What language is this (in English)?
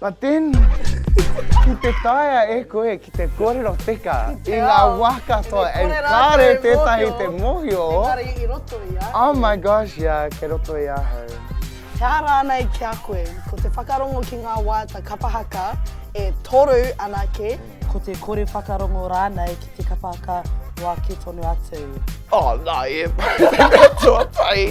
Māori